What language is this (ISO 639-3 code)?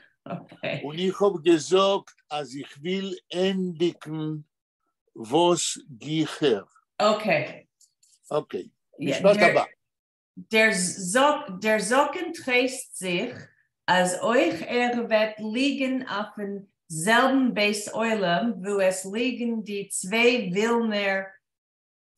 yid